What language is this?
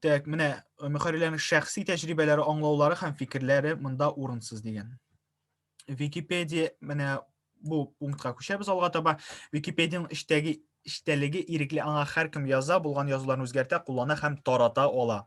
Tatar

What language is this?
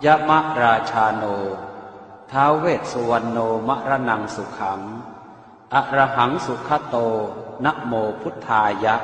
Pali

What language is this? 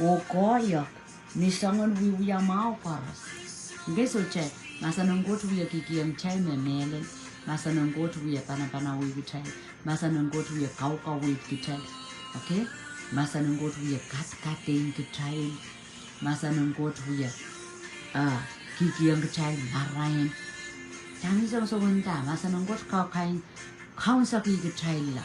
Pohnpeian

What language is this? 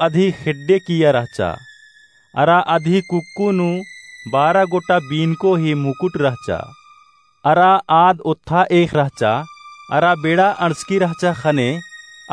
Kurukh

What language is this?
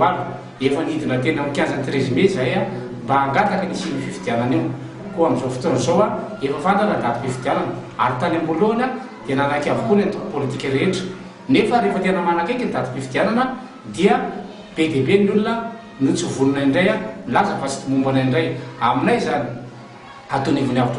Malagasy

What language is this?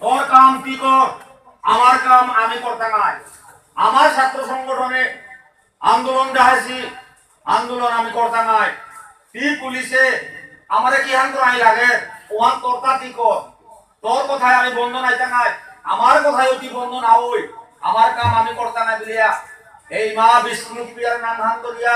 Bishnupriya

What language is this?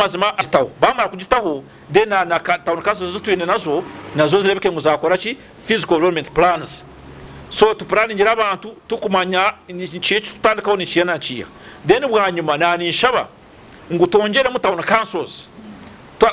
Nyankole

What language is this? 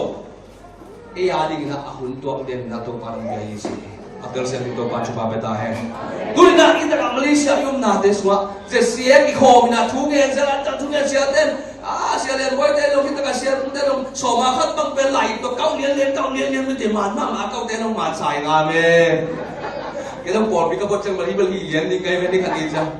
Tedim Chin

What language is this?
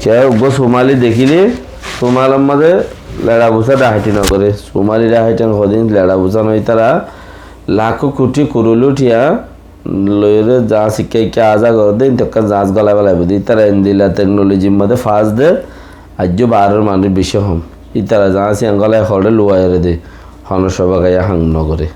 Rohingya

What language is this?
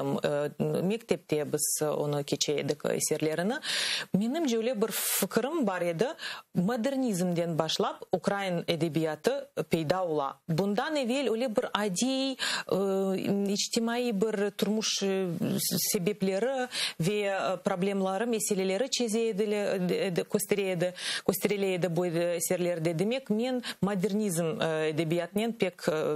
Crimean Tatar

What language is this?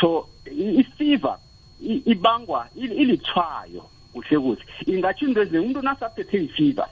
South Ndebele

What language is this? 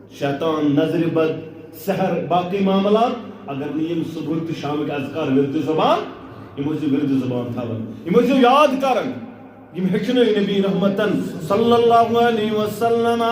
Kashmiri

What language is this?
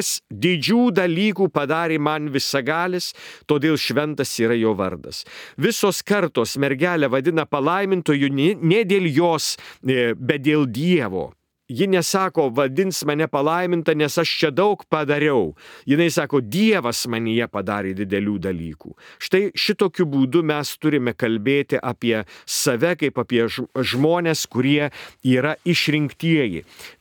Lithuanian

